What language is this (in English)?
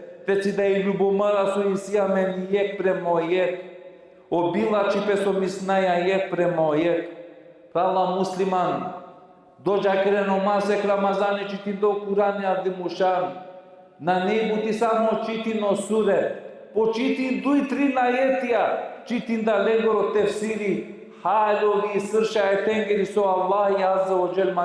Balkan Romani